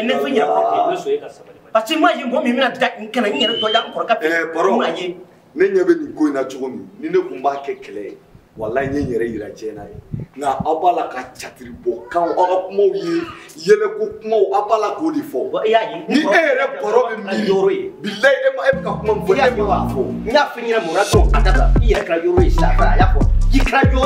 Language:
Bambara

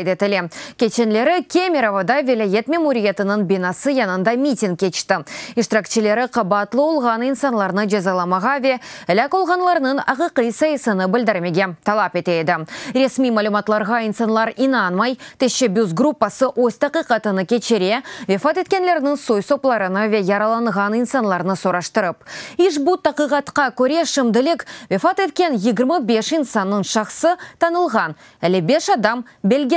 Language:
Crimean Tatar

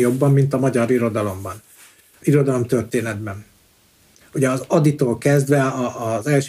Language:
Hungarian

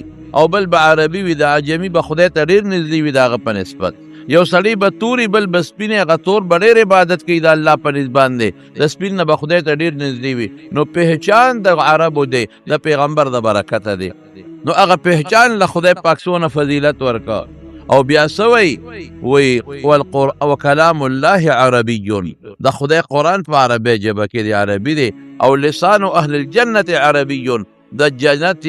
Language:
Pashto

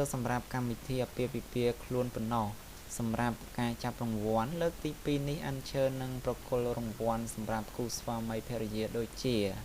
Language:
Khmer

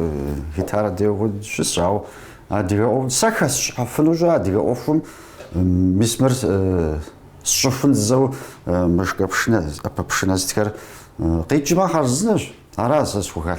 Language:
Kabardian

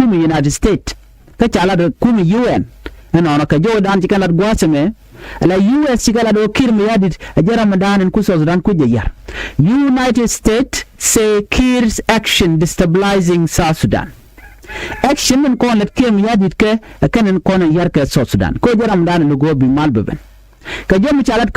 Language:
Nuer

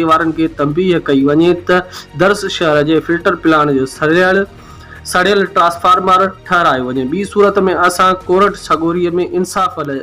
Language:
Sindhi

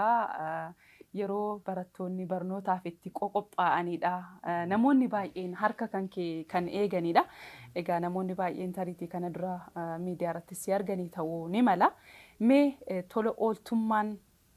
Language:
Oromo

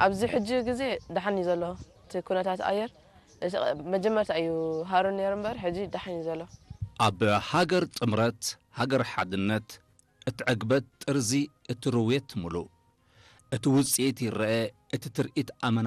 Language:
Tigrinya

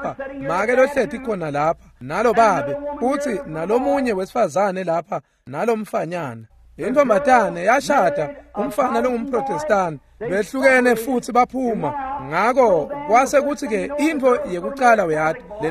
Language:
Swati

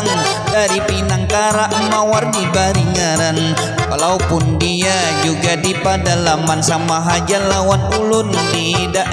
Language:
Banjar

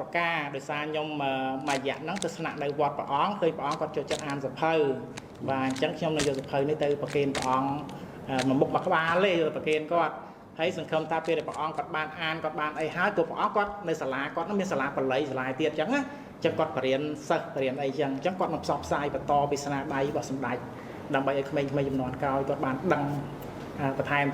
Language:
Khmer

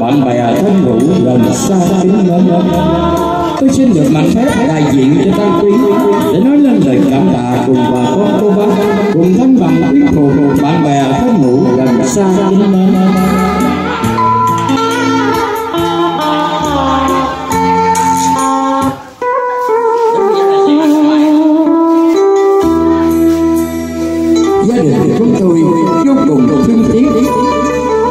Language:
Vietnamese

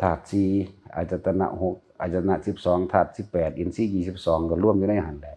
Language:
Northeastern Thai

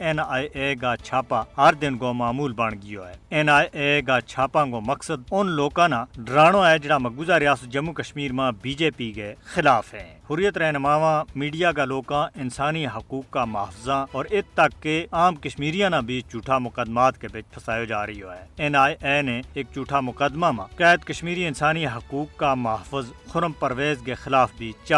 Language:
Gujari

